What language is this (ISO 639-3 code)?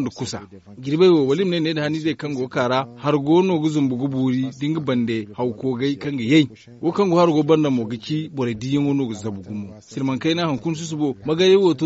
dje